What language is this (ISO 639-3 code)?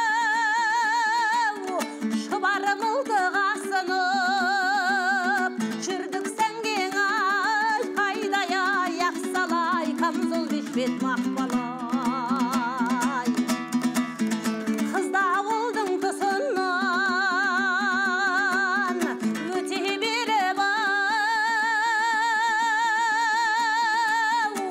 kaz